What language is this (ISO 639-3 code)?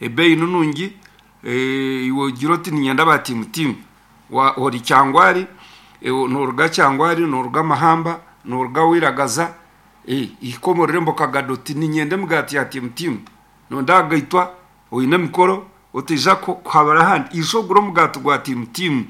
nyn